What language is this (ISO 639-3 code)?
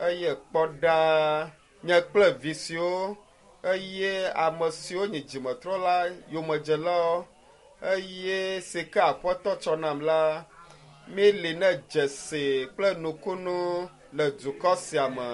ewe